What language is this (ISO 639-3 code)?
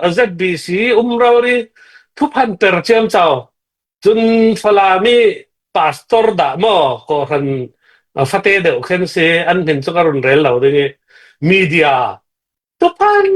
cfm